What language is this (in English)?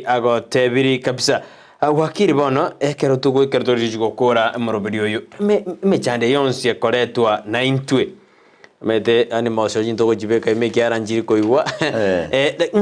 Gusii